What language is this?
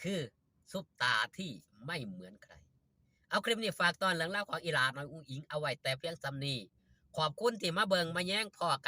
Northeastern Thai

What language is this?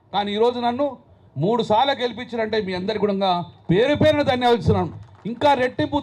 Telugu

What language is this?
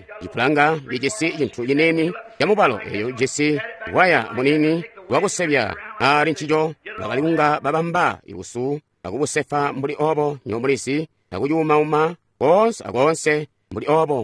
Tonga (Zambia)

